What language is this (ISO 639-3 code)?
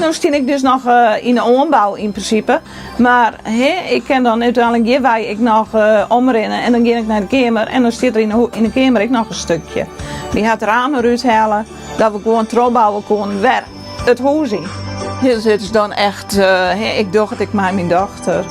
fry